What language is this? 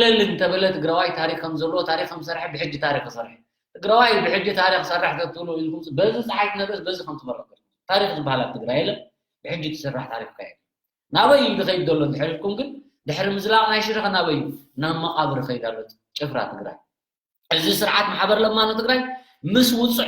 Tigrinya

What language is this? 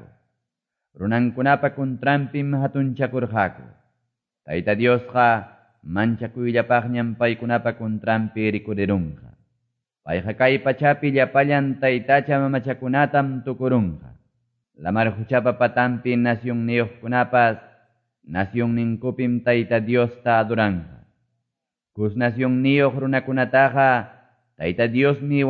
Ayacucho Quechua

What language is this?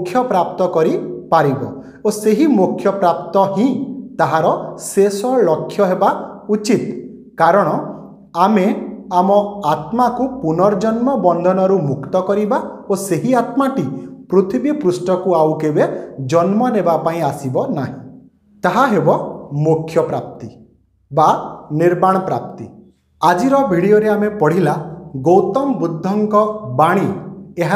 Odia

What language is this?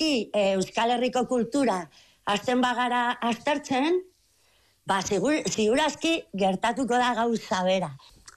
Basque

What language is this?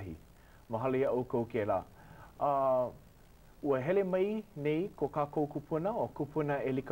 Hawaiian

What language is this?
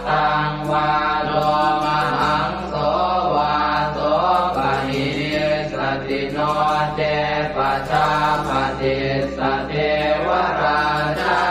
Pali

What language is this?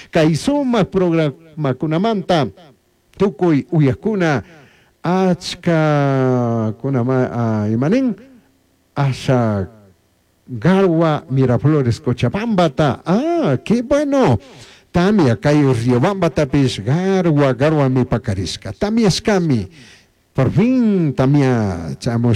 Chimborazo Highland Quichua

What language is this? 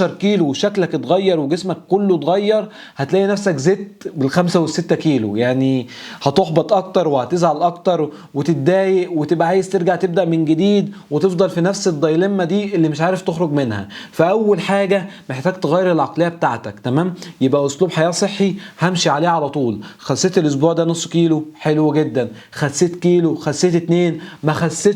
Egyptian Arabic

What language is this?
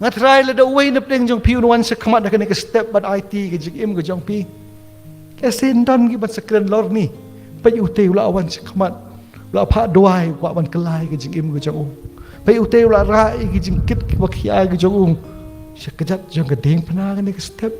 Khasi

